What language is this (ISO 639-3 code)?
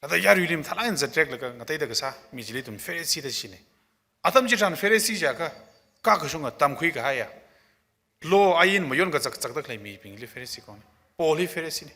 nmf